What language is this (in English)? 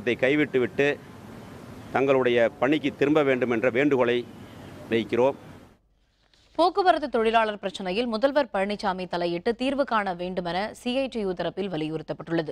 Tamil